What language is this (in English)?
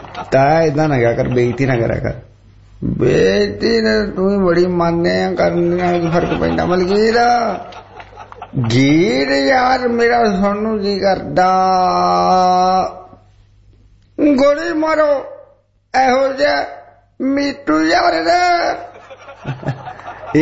Punjabi